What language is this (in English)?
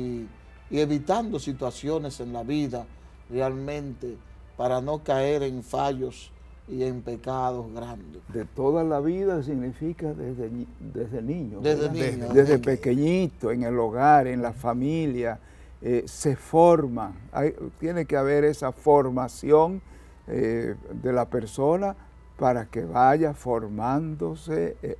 Spanish